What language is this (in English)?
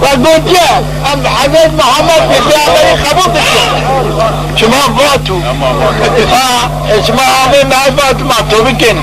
Zaza